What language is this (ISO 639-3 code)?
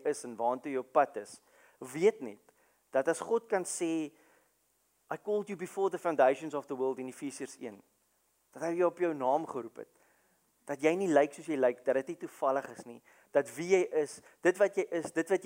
afr